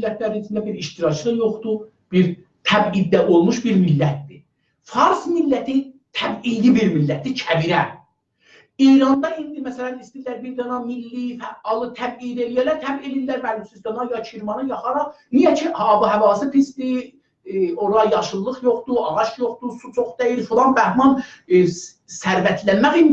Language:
South Azerbaijani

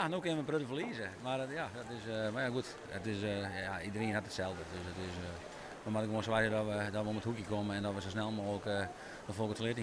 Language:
Western Frisian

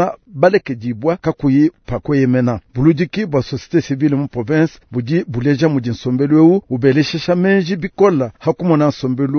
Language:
Luba-Lulua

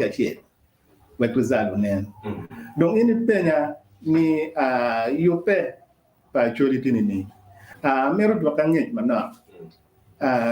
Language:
Acoli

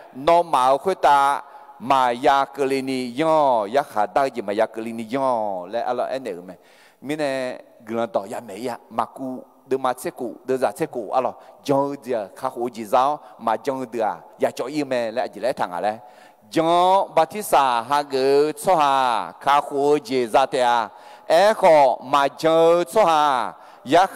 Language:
Akha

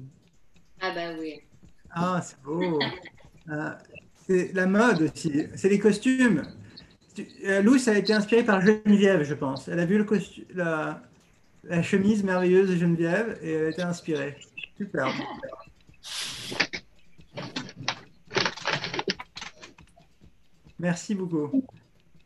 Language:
French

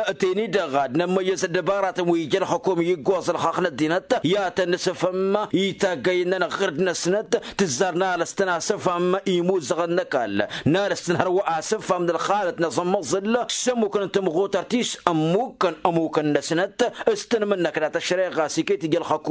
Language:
Tamasheq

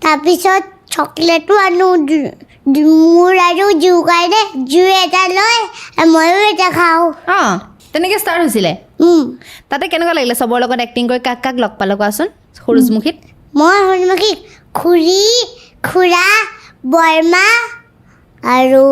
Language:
Assamese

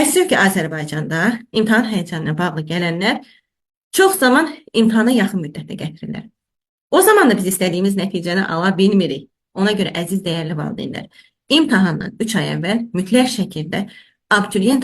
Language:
Azerbaijani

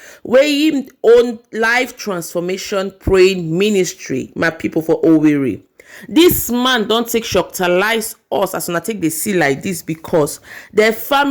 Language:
Nigerian Pidgin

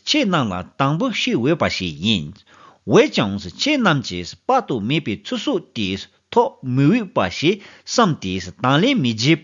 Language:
Tibetan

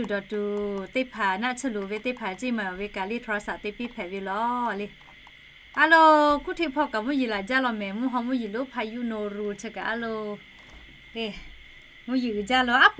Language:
Lahu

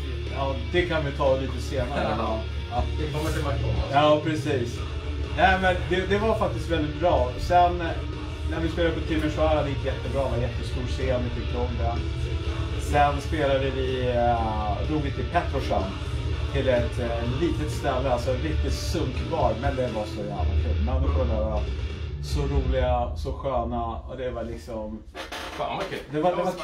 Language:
Swedish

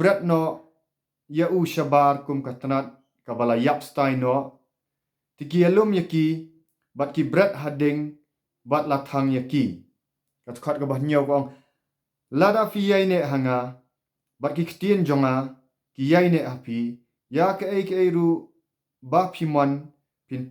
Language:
Khasi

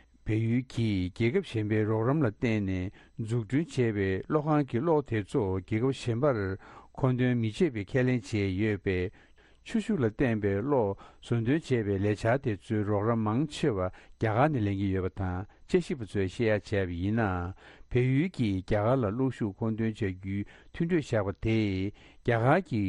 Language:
Tibetan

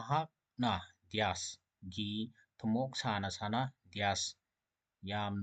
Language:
Manipuri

